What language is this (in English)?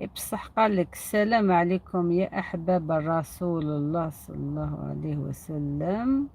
Algerian Arabic